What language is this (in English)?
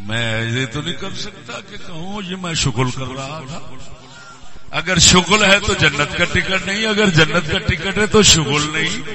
Saraiki